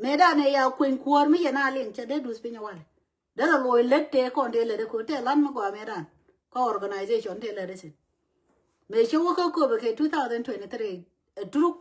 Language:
Nuer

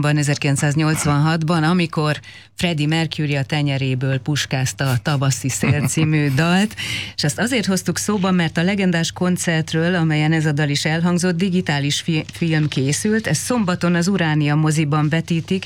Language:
Hungarian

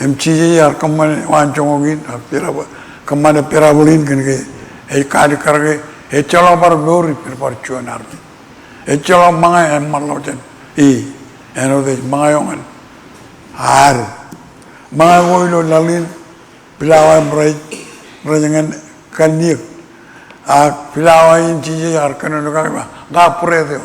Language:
Marshallese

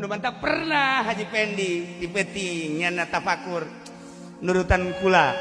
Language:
Sundanese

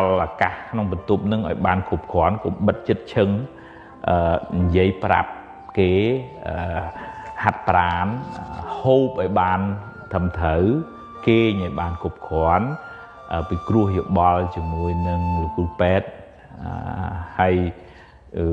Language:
Khmer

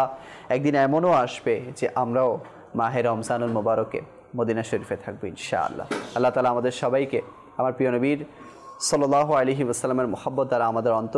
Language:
Bangla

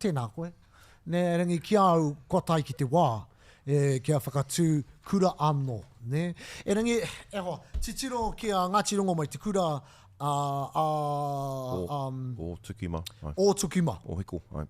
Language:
Māori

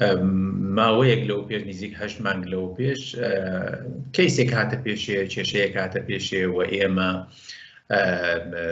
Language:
Central Kurdish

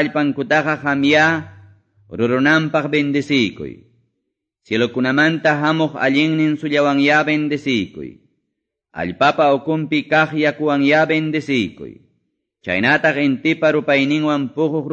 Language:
Quechua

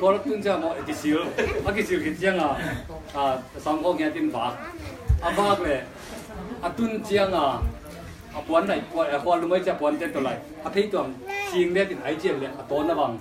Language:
Tedim Chin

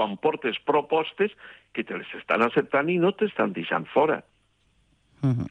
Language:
Catalan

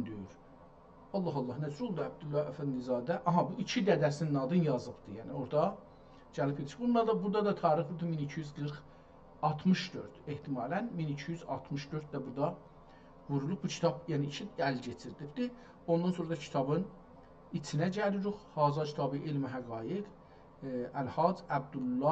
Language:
South Azerbaijani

